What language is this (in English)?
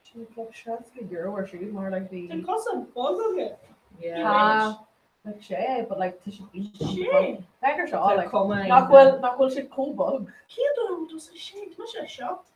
Irish